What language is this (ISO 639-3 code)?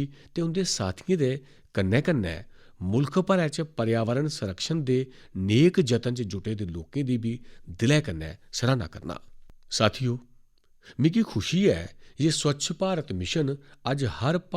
doi